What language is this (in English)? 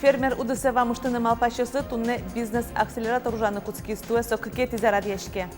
Udmurt